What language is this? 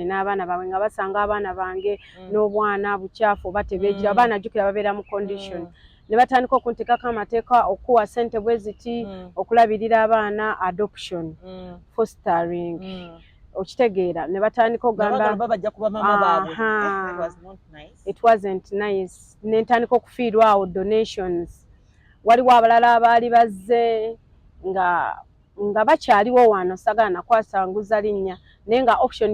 Ganda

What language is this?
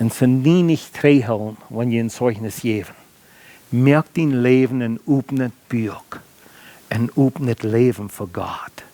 Plautdietsch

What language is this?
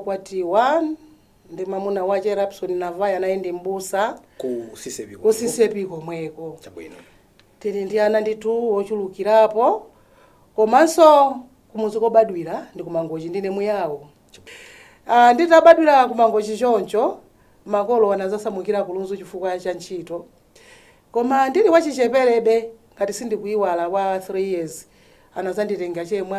Nyanja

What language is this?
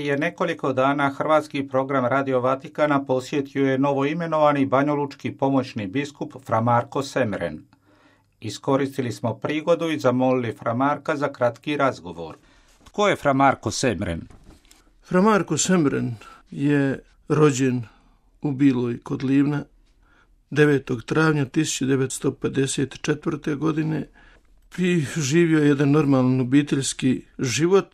Croatian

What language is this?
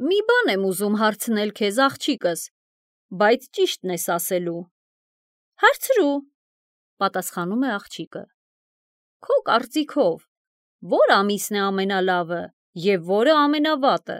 Armenian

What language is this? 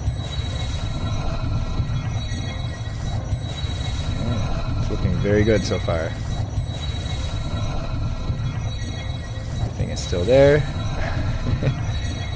English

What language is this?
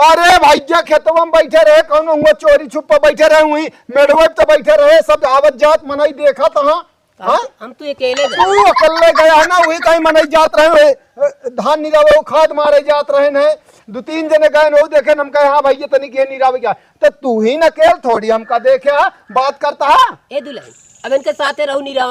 Awadhi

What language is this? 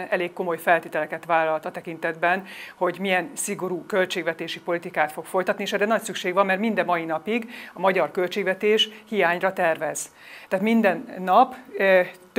Hungarian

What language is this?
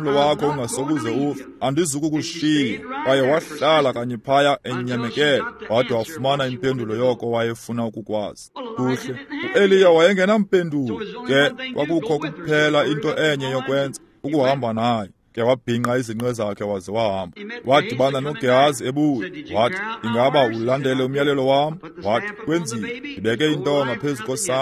Xhosa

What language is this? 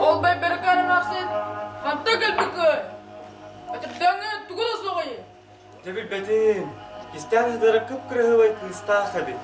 Yakut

